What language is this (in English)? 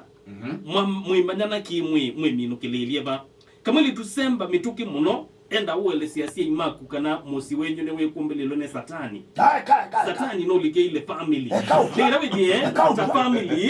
Kamba